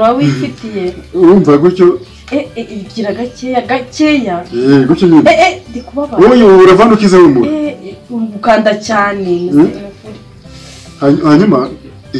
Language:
Kinyarwanda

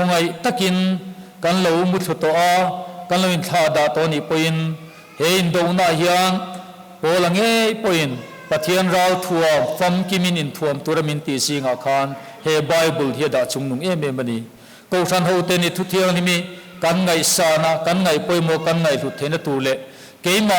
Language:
Mizo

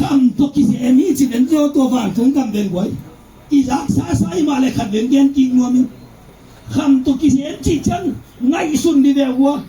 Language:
Tedim Chin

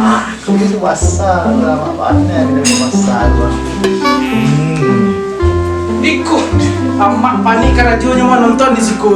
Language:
Minangkabau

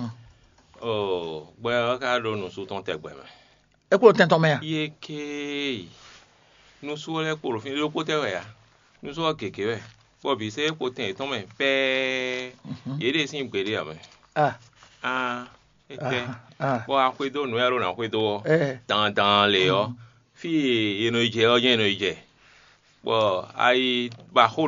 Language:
Fon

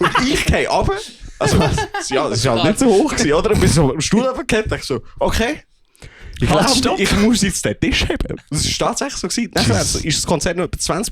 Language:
Swiss German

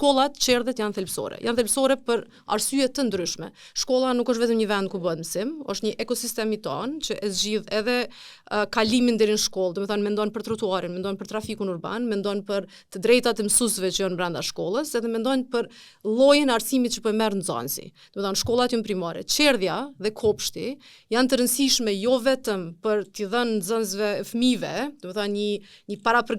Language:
Albanian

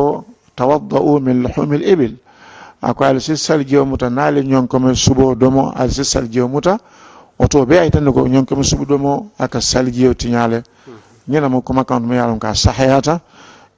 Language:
Mandingo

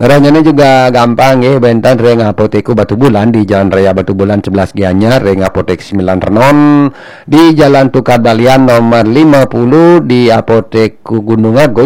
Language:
Balinese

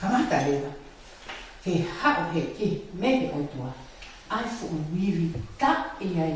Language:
Tongan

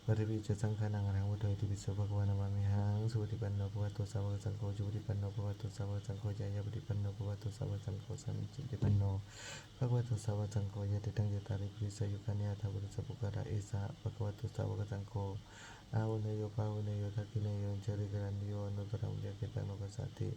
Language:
Pali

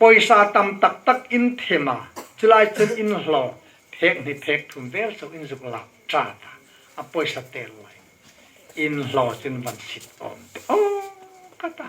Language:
Hmar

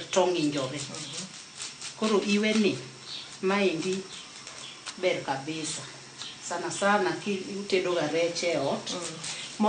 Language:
Luo (Kenya and Tanzania)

